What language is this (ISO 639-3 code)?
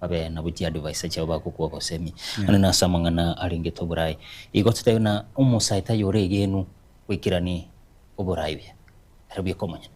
guz